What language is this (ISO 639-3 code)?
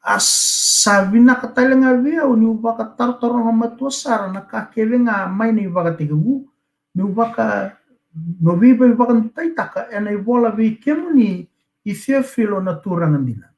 fij